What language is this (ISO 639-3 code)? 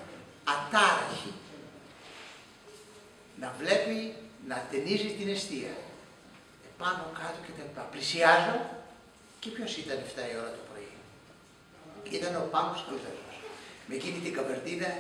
ell